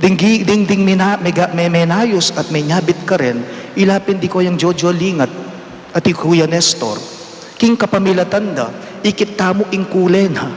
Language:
Pampanga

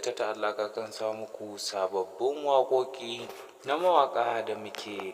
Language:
Hausa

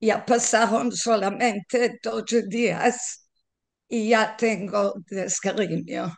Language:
Ladino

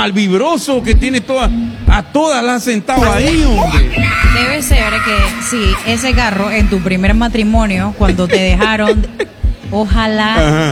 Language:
Spanish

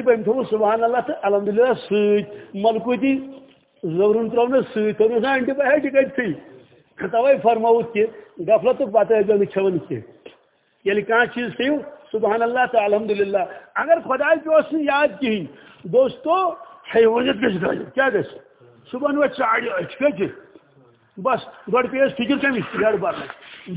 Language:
Kashmiri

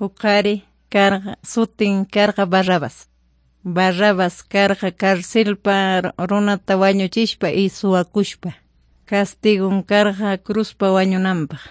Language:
Ayacucho Quechua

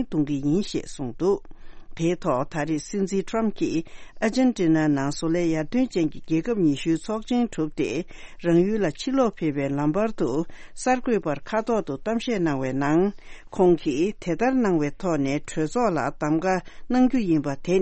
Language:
Tibetan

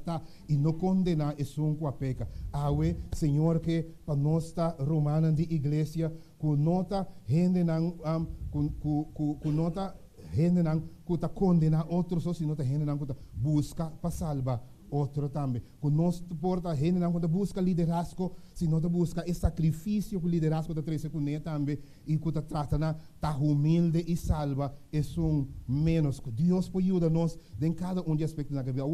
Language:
Papiamento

